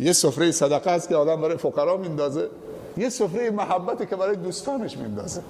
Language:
Persian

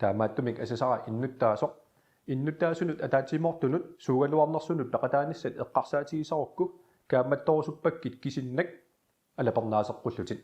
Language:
Kalaallisut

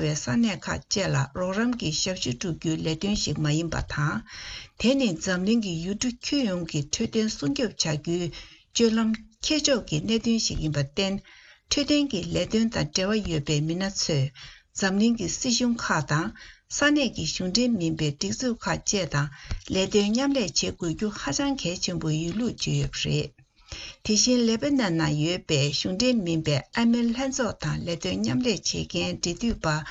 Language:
Tibetan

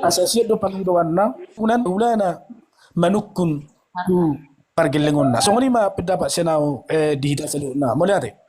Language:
Batak Toba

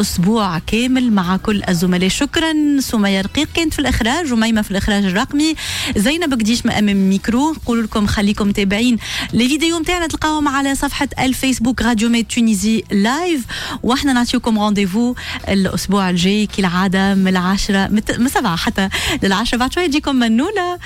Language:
Tunisian Arabic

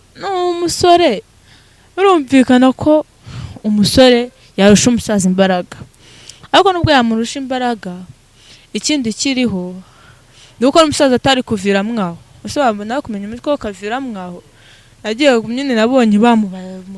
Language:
Kinyarwanda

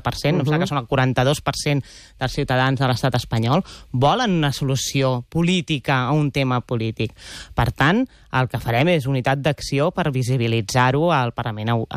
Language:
Catalan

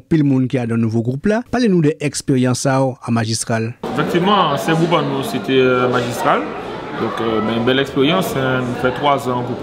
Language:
Guadeloupean Creole French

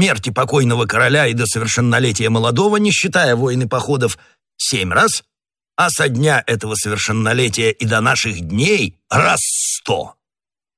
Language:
Russian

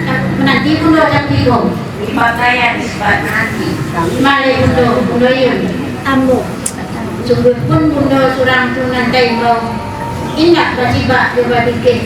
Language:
Minangkabau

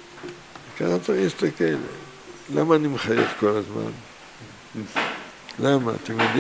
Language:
Hebrew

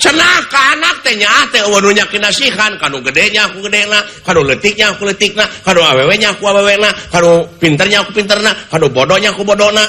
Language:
Sundanese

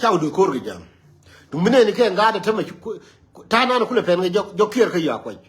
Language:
Nuer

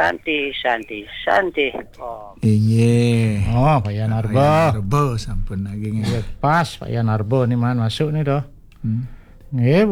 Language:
Balinese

